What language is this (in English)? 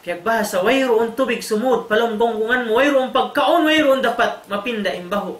Tausug